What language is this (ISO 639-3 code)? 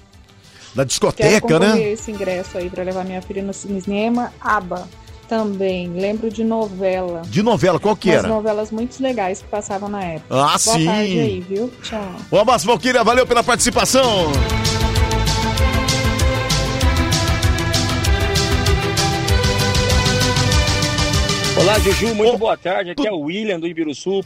por